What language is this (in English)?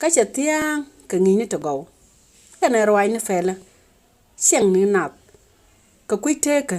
Nuer